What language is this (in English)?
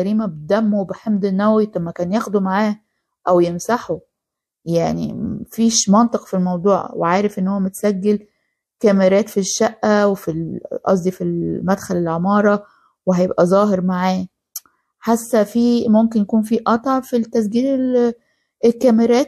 Egyptian Arabic